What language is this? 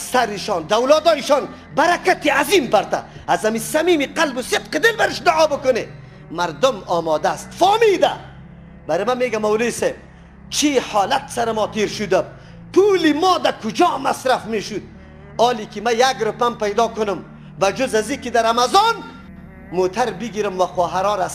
Persian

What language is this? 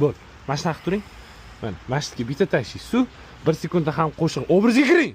Uzbek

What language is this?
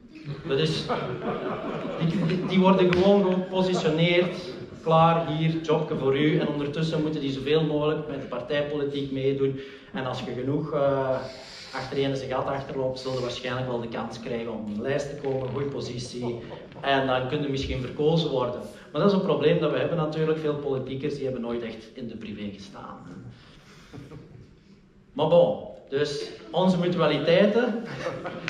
Dutch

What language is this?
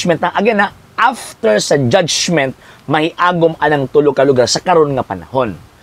Cebuano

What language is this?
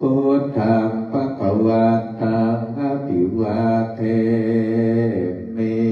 Pali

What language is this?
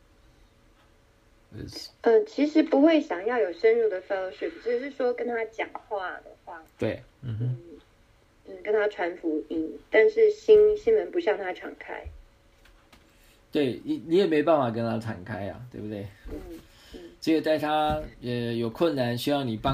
Chinese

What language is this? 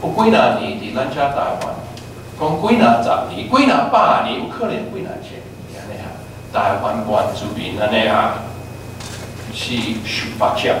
Min Nan Chinese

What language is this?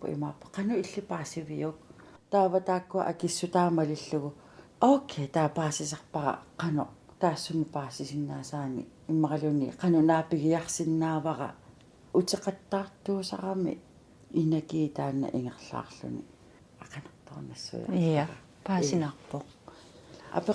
Kalaallisut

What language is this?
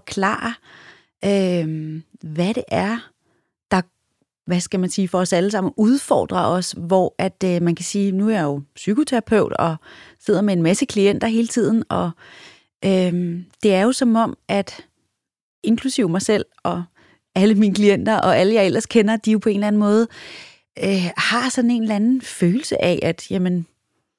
Danish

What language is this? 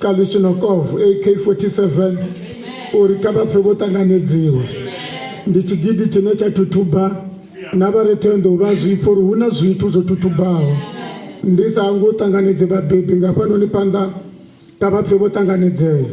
Venda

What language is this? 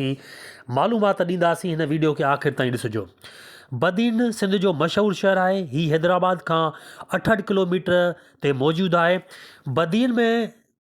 Sindhi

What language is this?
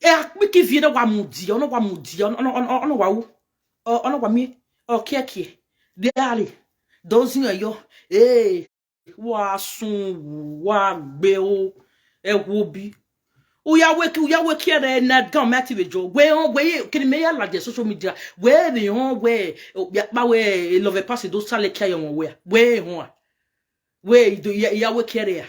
Nigerian Pidgin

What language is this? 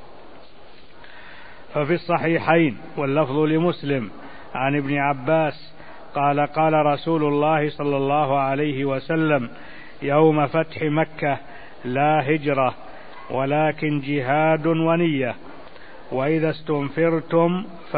Arabic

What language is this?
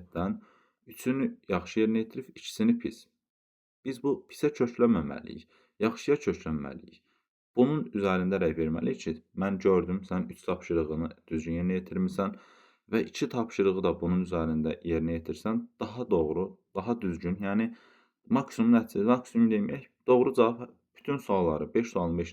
Azerbaijani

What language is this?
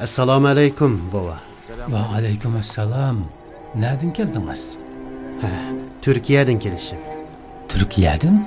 Uyghur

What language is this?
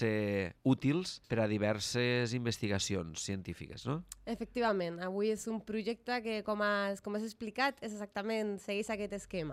Catalan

